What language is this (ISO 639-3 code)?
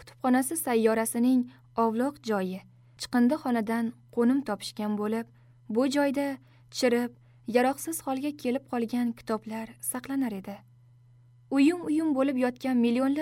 uzb